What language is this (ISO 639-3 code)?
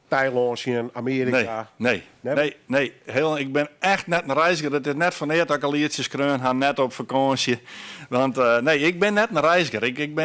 fry